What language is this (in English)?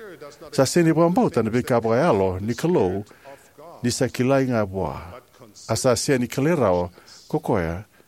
Fijian